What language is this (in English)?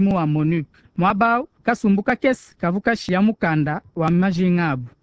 Luba-Lulua